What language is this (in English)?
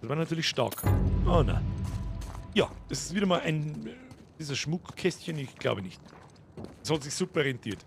Bavarian